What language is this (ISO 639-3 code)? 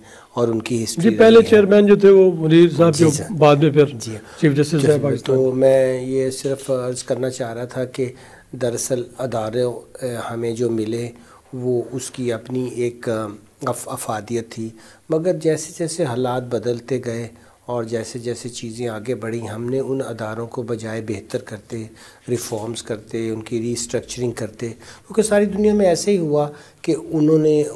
urd